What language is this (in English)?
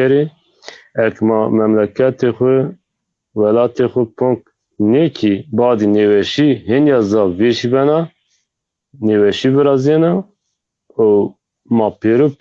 Zaza